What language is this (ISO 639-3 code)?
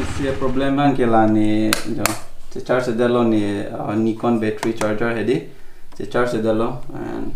mjw